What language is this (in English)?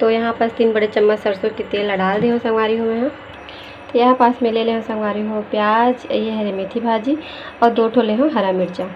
Chhattisgarhi